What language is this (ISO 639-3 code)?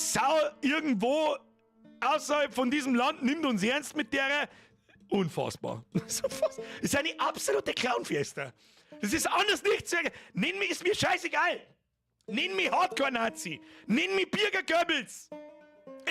bar